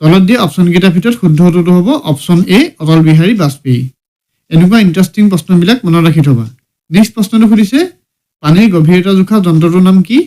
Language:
Assamese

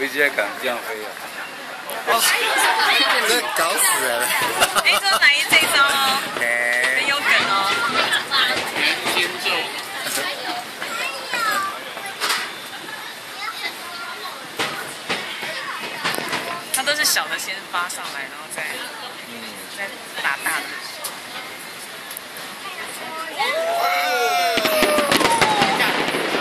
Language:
Chinese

